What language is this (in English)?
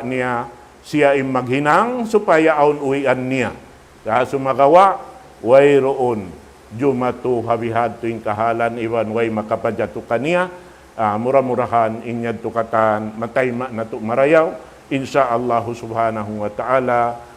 Tausug